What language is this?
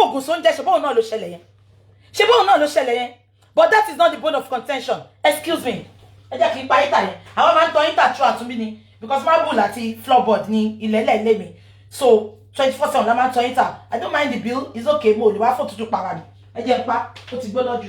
Yoruba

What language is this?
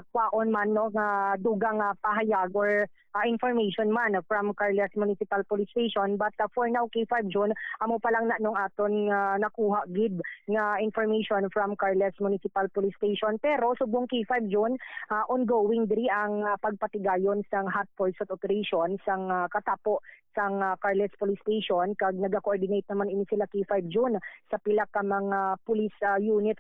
Hiligaynon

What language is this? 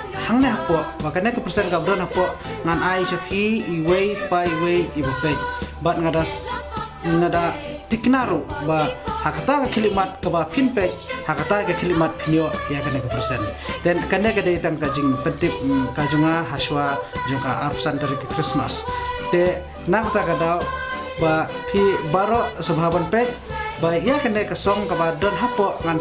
Khasi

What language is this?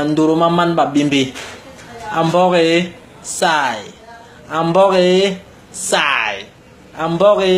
Basaa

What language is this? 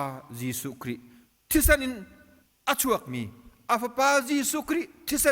Hakha Chin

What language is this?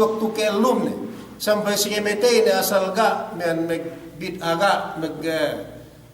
Yakan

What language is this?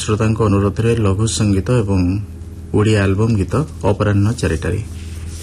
Odia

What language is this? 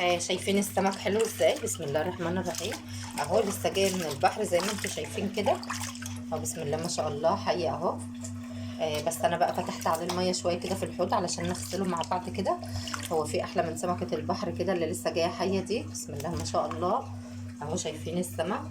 Egyptian Arabic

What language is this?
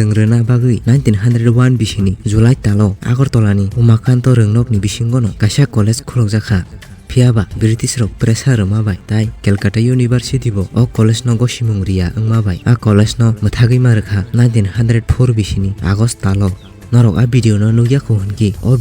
Kok Borok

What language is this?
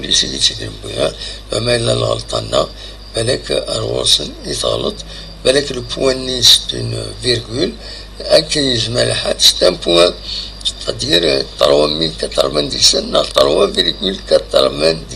Kabyle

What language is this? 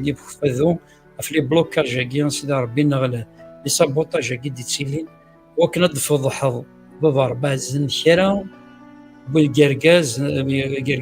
Kabyle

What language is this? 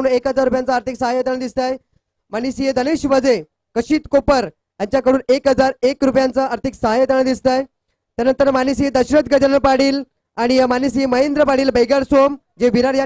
Marathi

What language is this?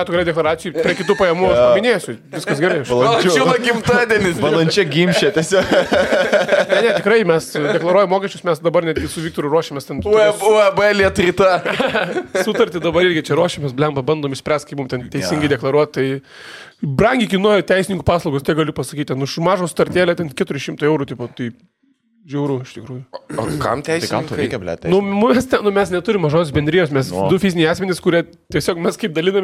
Lithuanian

